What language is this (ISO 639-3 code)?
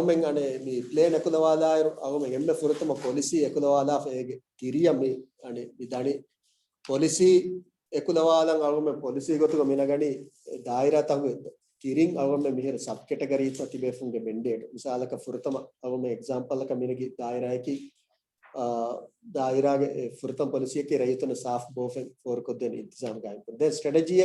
div